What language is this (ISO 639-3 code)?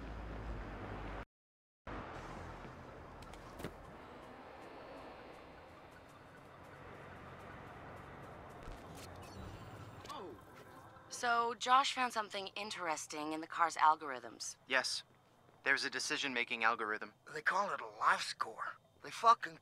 eng